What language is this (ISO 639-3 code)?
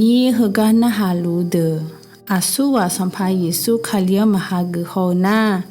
ahk